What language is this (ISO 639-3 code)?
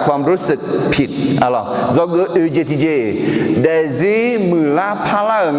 ahk